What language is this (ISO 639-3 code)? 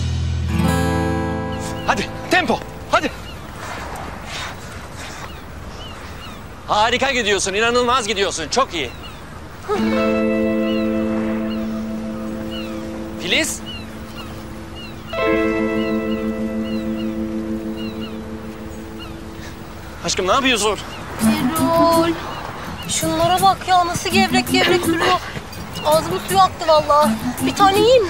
tur